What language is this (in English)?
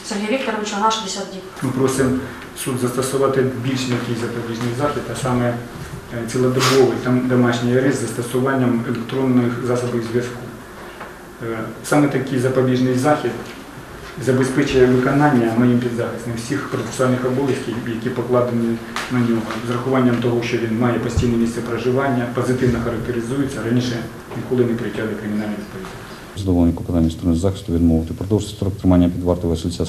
Ukrainian